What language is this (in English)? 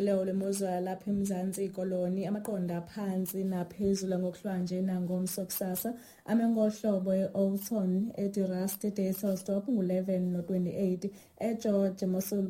Xhosa